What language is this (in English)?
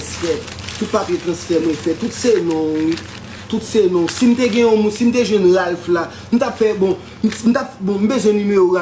Haitian Creole